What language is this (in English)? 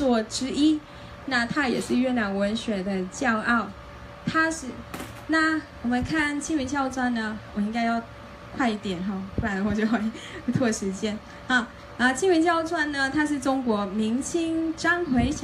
Chinese